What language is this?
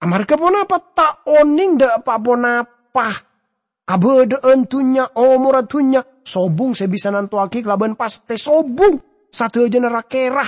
Madurese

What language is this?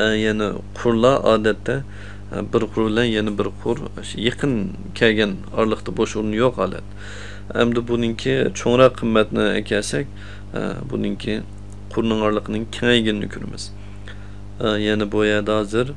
Uyghur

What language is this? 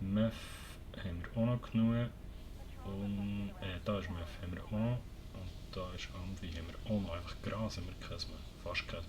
Swiss German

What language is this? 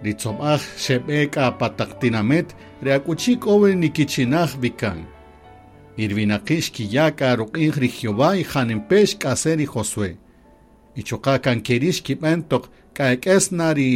Kaqchikel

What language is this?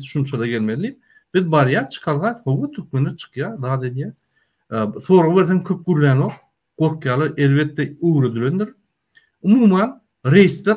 Turkmen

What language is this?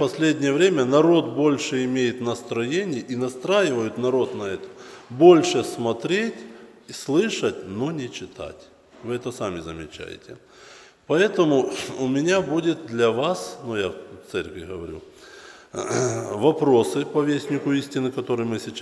Russian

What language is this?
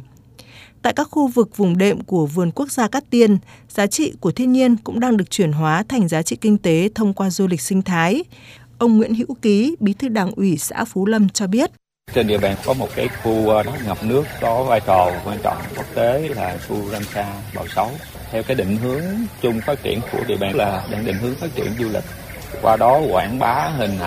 Vietnamese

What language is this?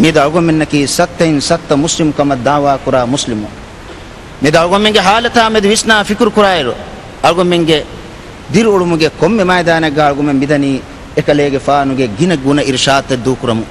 Divehi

